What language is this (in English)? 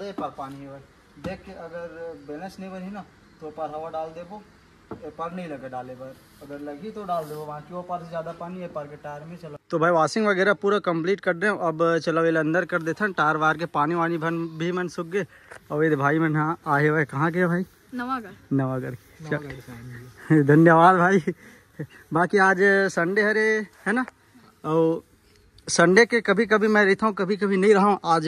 Chhattisgarhi